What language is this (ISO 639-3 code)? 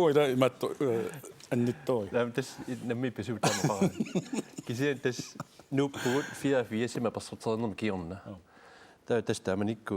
kal